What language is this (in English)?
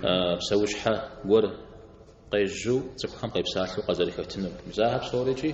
Kabardian